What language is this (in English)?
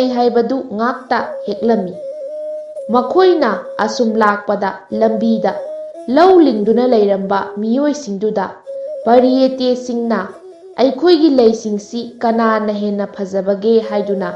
Manipuri